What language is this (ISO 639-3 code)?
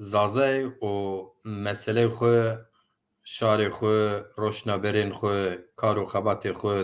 zza